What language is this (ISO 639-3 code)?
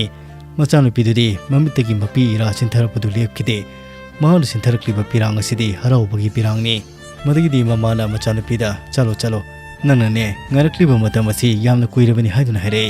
mni